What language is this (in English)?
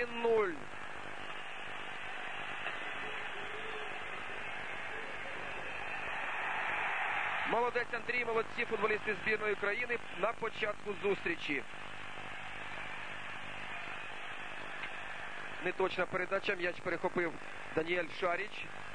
Ukrainian